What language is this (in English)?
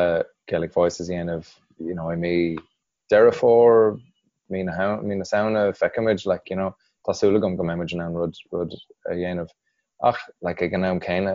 Irish